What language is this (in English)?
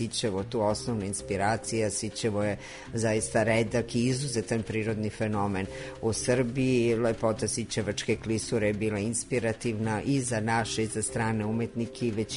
Serbian